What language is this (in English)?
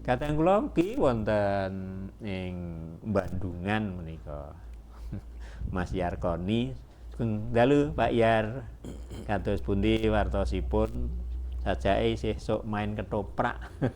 Javanese